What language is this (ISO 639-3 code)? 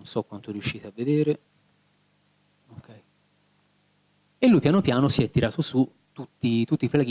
ita